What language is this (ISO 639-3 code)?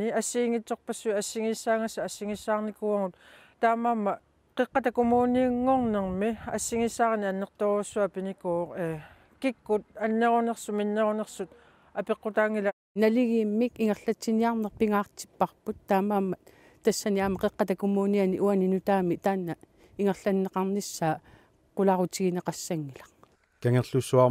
kal